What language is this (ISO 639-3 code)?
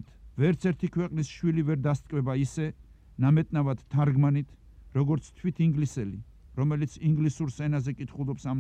kat